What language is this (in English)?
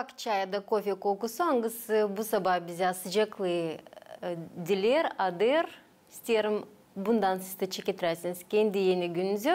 Gagauz